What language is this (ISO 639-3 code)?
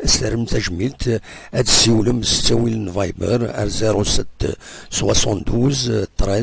kab